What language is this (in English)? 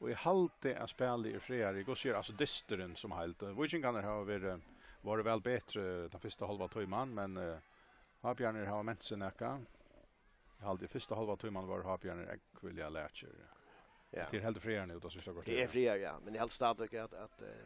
Faroese